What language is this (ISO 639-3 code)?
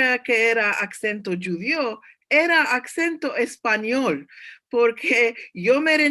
lad